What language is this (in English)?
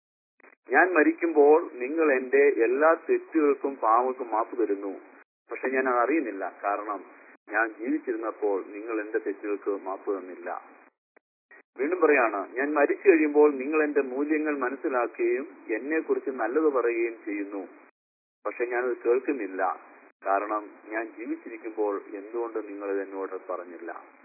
Malayalam